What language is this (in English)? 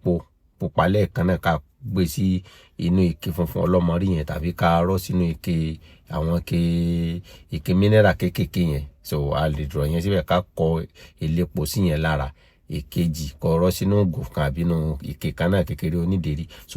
Yoruba